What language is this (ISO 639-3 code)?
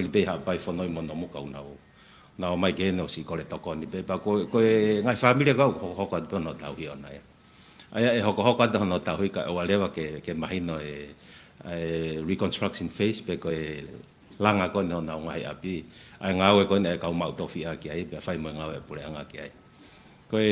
ton